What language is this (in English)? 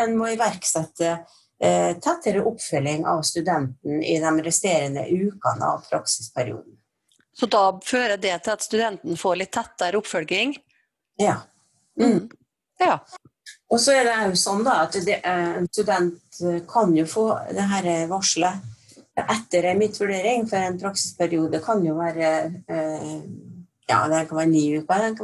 Norwegian